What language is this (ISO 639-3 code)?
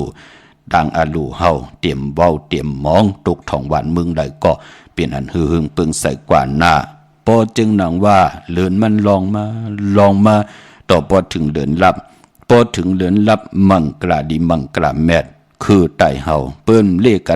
shn